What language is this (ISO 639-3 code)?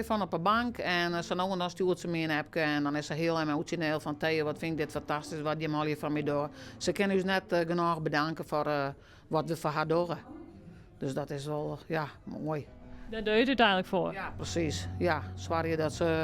fry